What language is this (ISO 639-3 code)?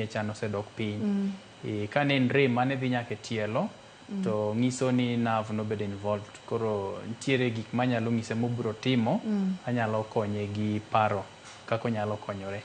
luo